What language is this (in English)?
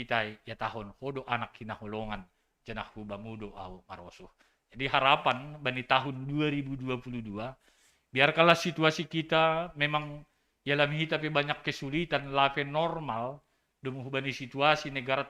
Batak Simalungun